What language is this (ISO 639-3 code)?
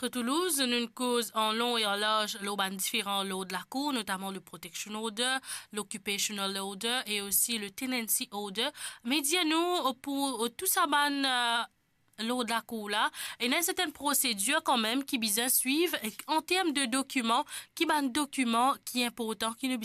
mfe